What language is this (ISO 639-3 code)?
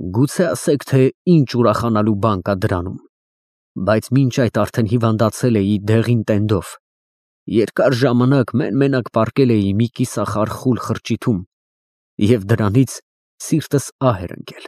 hye